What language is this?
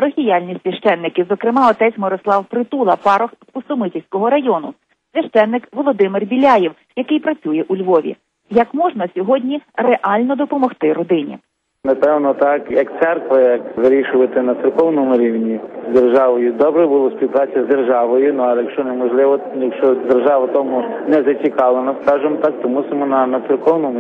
Ukrainian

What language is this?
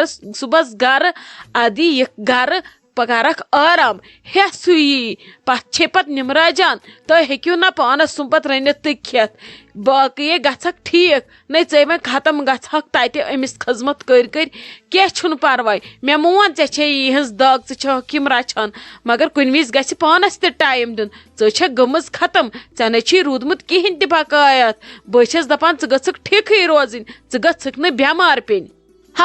Kashmiri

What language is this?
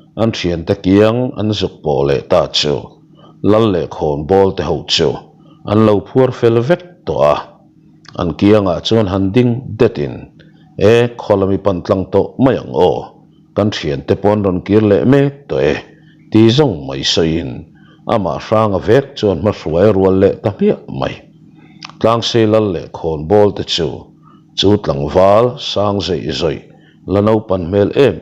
Mizo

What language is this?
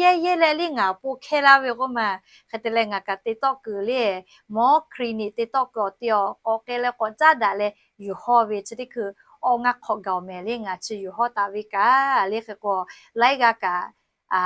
Lahu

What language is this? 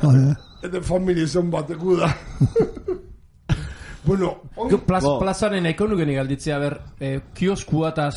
Basque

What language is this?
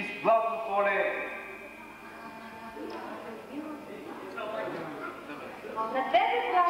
Bulgarian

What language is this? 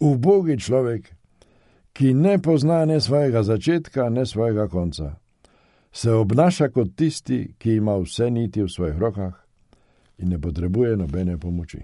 Slovenian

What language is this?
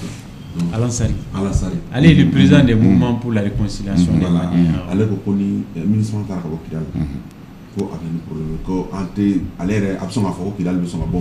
Bambara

